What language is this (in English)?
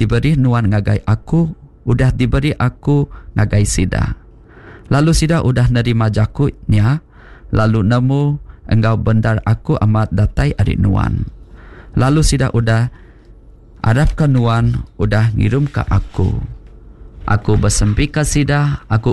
Iban